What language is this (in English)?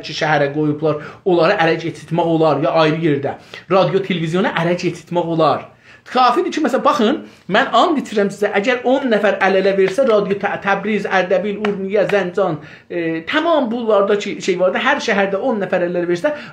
South Azerbaijani